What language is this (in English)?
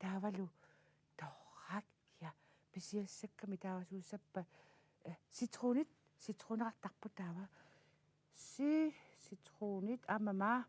Kalaallisut